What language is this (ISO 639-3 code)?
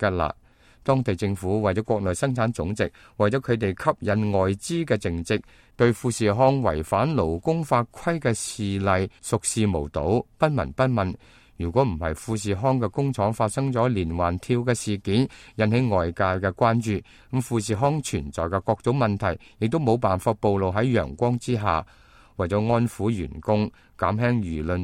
yue